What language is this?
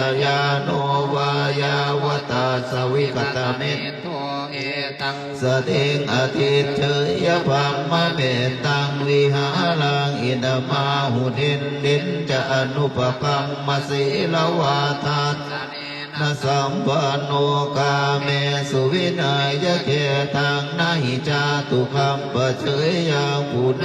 Pali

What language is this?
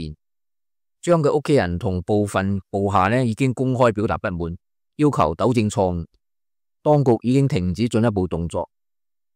Cantonese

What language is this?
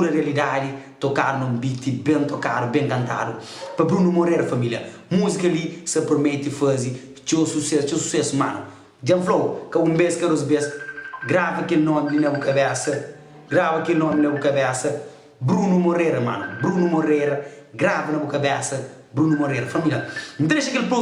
Kabuverdianu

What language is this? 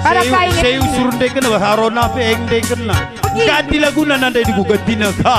Batak Karo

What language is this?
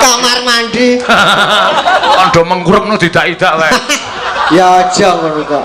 Javanese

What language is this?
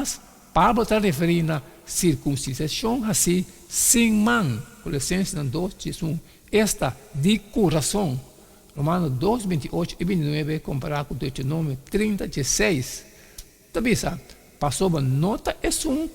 Papiamento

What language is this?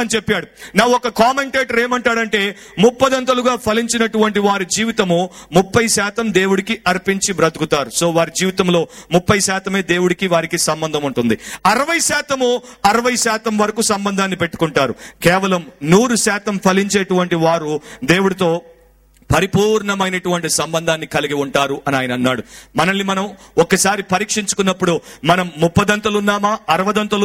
Telugu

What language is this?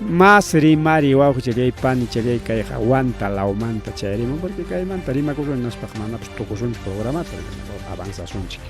Ayacucho Quechua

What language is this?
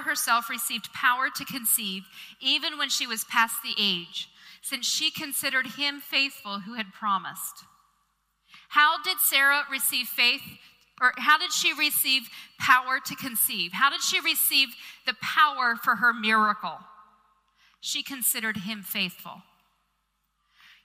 English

